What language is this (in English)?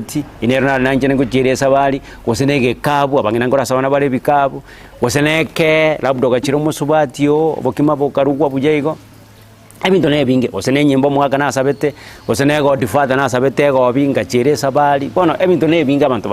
Gusii